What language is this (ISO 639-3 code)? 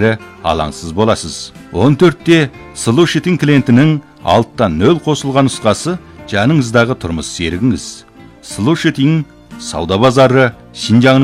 kaz